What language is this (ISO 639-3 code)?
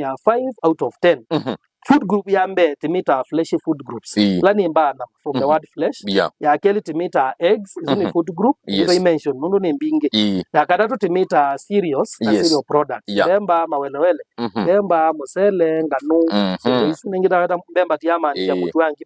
kam